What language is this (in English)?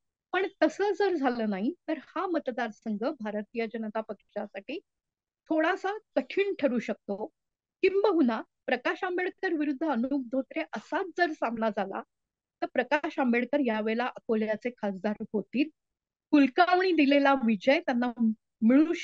Marathi